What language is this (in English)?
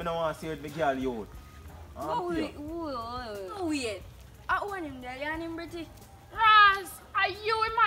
Jamaican Creole English